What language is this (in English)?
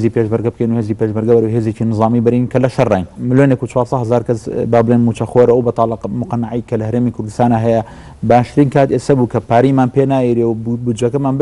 Central Kurdish